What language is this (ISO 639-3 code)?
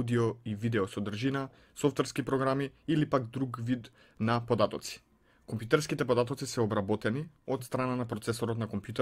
mkd